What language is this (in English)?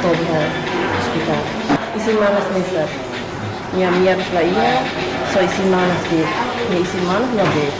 Tetum